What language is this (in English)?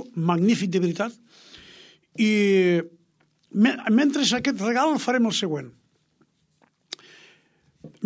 Catalan